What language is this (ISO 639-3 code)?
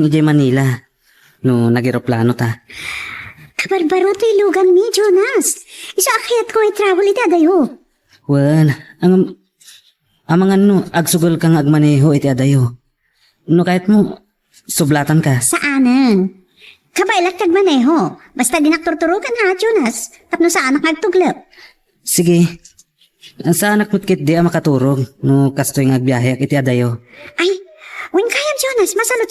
ilo